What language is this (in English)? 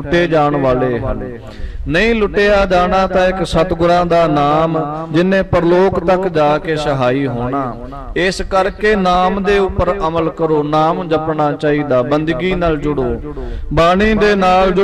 Punjabi